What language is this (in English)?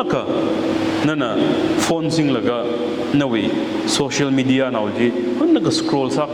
Tangkhul Naga (India)